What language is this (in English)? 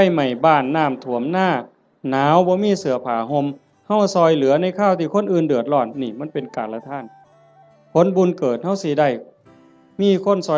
Northeastern Thai